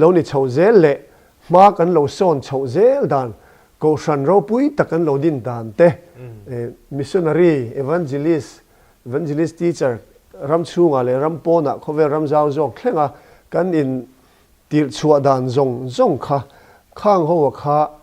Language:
Mizo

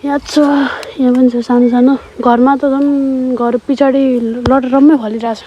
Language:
Nepali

